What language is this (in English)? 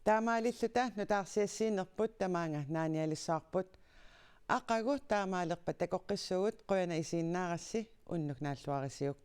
Kalaallisut